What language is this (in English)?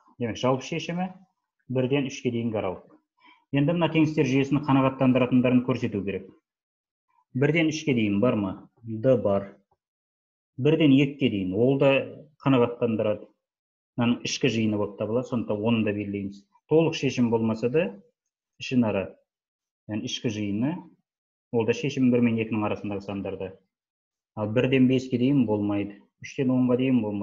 Kazakh